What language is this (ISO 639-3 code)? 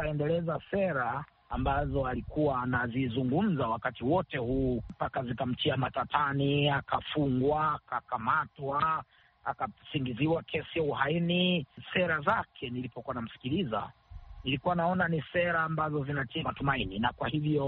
swa